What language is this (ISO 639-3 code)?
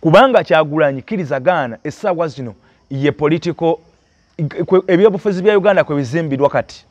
lug